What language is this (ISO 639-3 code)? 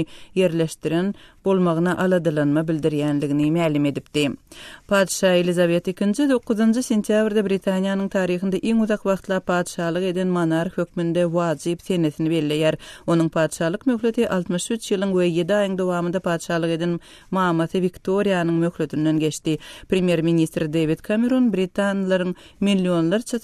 tuk